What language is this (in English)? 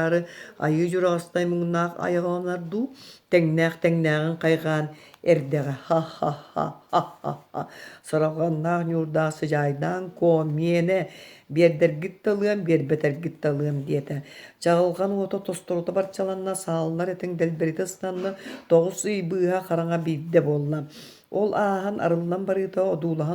Yakut